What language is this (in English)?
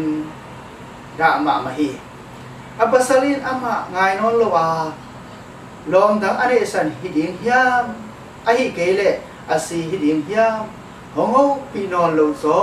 Tedim Chin